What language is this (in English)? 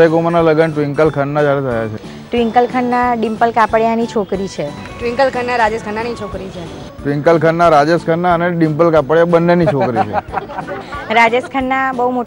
Gujarati